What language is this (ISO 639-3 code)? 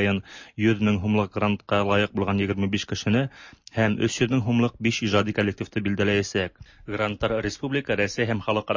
tat